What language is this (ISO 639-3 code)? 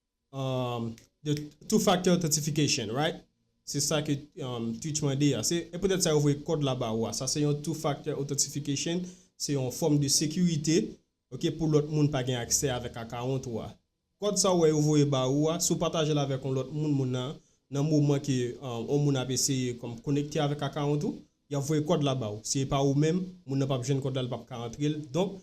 hat